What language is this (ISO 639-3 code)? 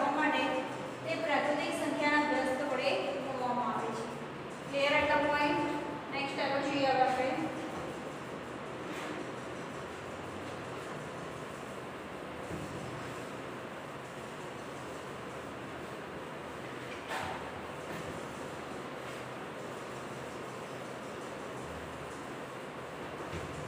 guj